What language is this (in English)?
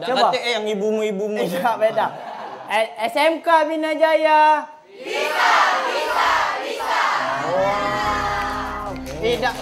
Musi